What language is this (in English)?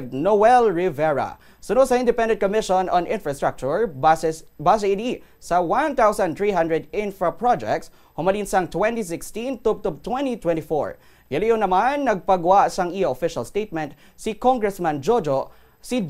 Hiligaynon